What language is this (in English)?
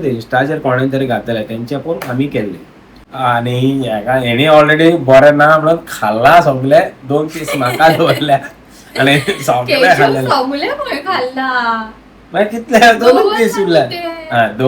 Konkani